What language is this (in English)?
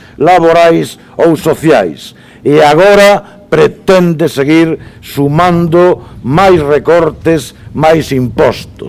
Galician